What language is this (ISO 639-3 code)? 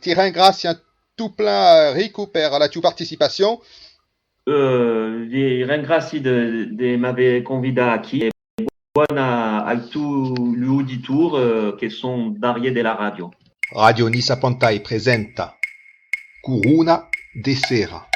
oci